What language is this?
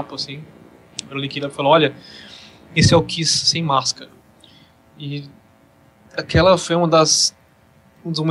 Portuguese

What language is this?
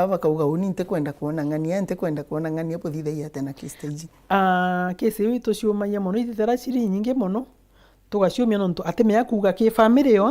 Meru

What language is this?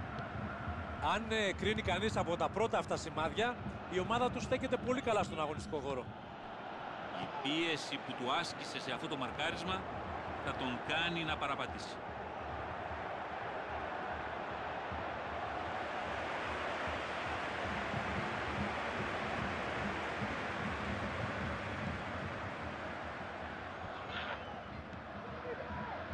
Greek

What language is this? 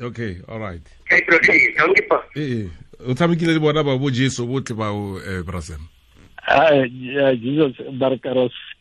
Tswana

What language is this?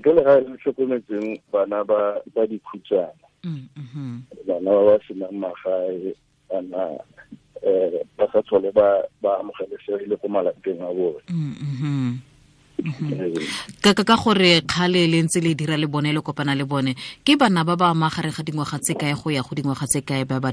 Tswana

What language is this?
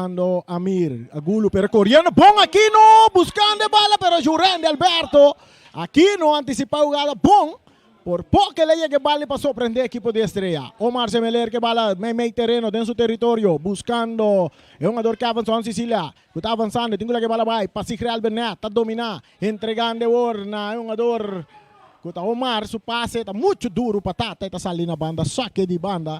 Papiamento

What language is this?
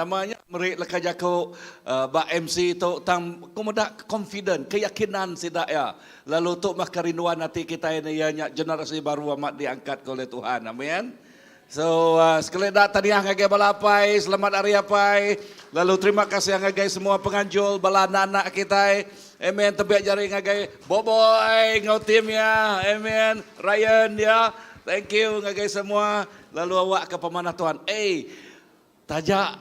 Iban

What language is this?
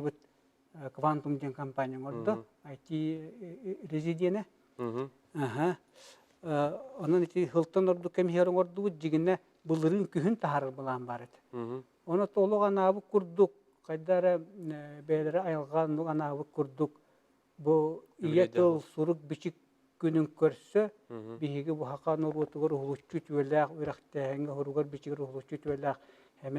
Yakut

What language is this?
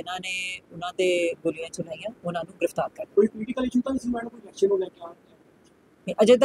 Punjabi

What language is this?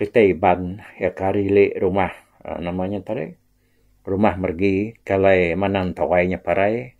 Iban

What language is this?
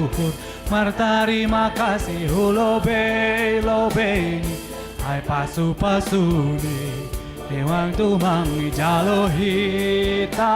Batak Simalungun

